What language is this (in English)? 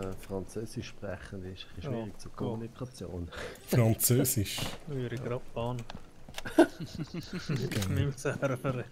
Swiss German